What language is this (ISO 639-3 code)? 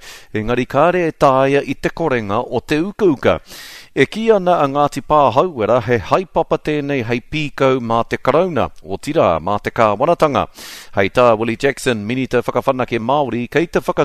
mri